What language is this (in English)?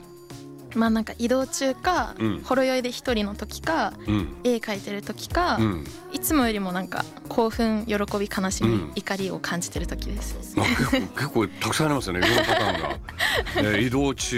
Japanese